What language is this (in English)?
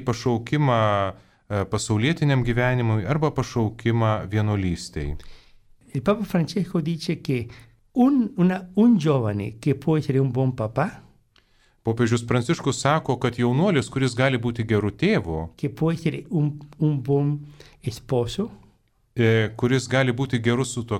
Lithuanian